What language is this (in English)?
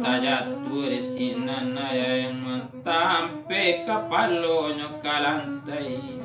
Minangkabau